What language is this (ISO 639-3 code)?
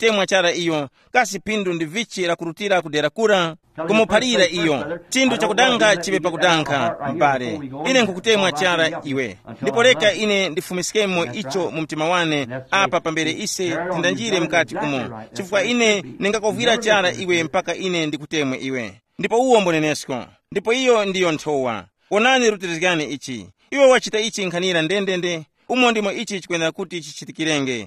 tum